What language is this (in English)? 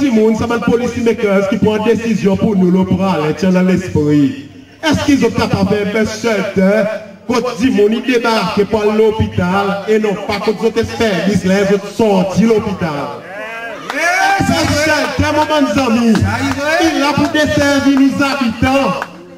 Seselwa Creole French